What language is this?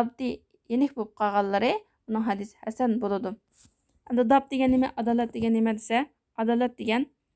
Uyghur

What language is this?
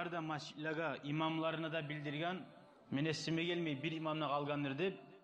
Kumyk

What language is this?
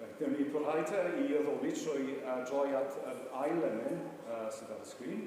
Welsh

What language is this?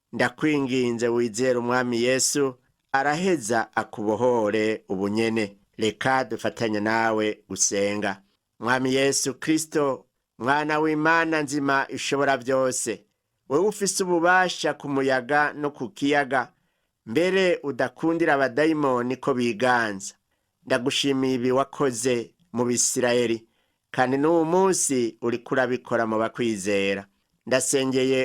Rundi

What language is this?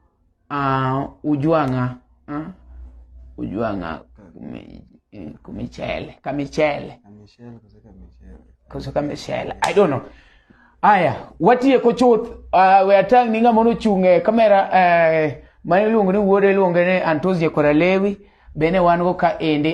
Luo (Kenya and Tanzania)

